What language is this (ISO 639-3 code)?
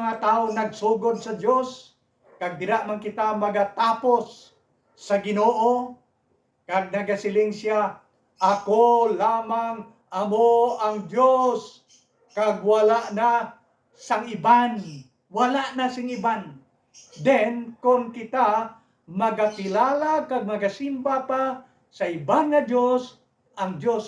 hil